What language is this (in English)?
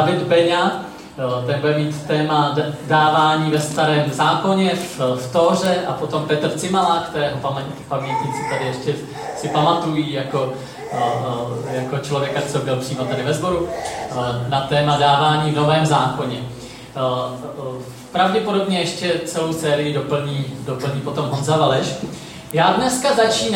Czech